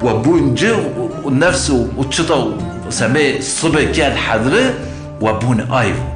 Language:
Zaza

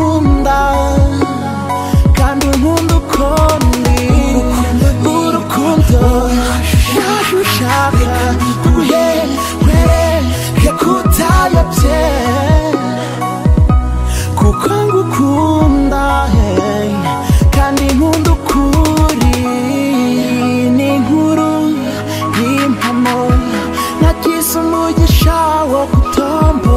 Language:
Kinyarwanda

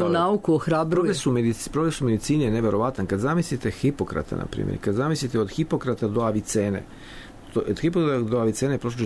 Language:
Serbian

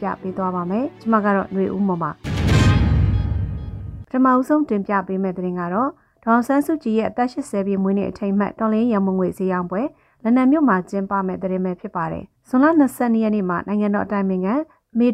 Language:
Burmese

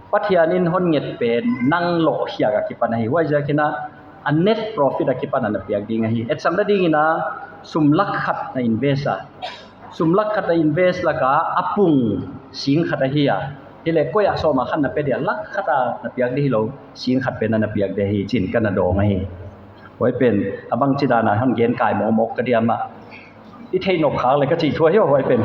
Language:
Paite Chin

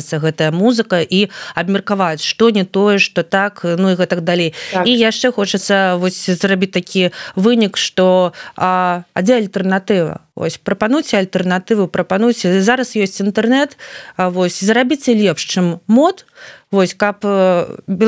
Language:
Belarusian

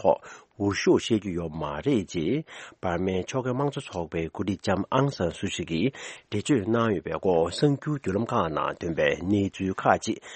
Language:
Tibetan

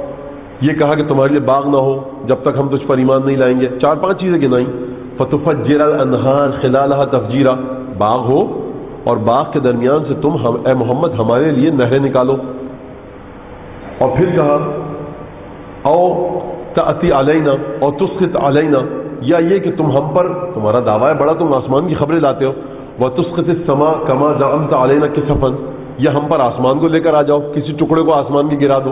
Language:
Urdu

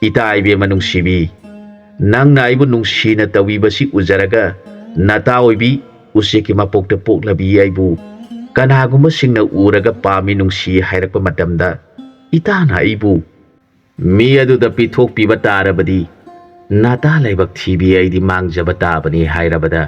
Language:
Manipuri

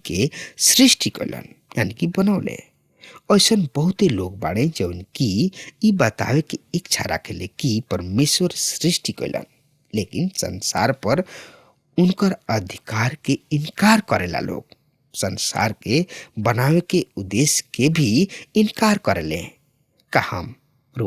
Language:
Bhojpuri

